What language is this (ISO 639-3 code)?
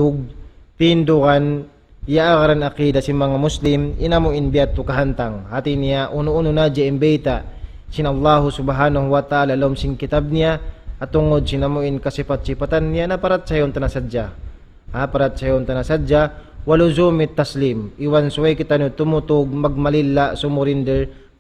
tsg